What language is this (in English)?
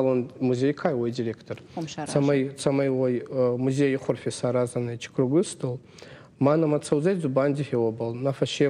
Ossetic